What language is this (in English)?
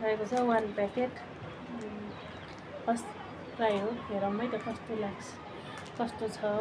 Nepali